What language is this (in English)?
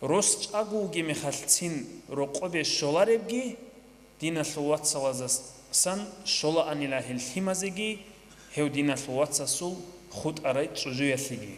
Avaric